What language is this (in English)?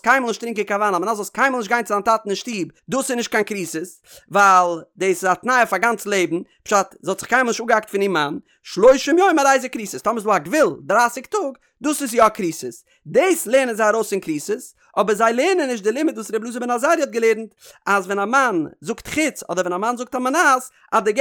Yiddish